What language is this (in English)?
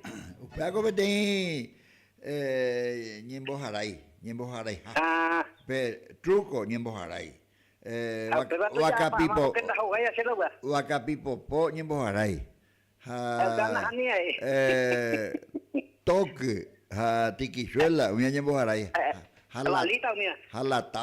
Guarani